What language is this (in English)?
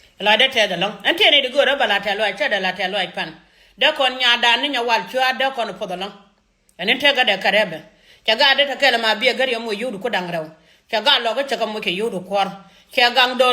Nuer